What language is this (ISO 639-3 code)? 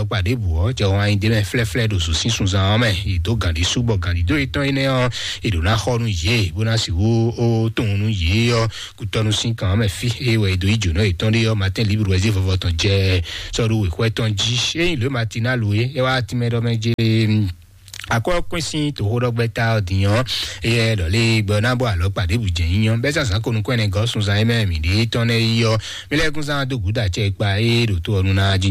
fon